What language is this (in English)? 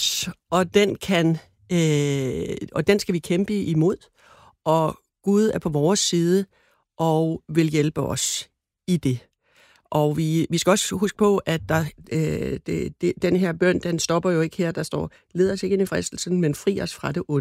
Danish